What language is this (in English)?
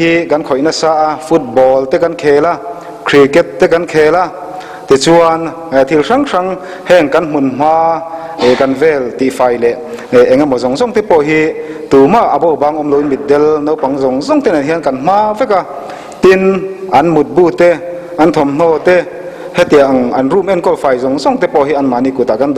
Mizo